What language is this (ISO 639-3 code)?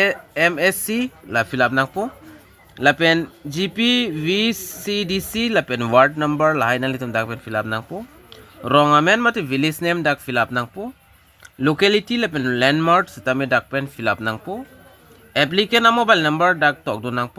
mjw